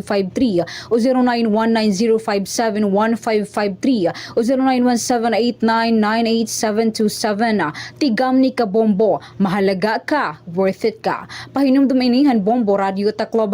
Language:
Waray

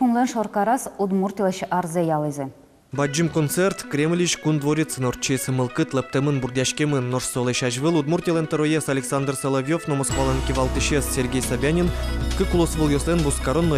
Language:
Udmurt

